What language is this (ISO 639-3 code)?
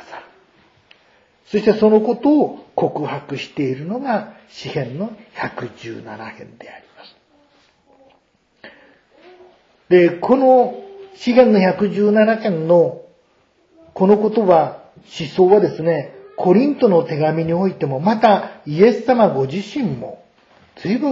jpn